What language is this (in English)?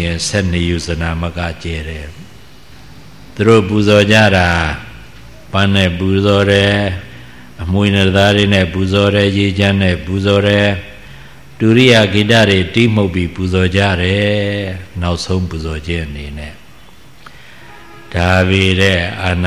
Burmese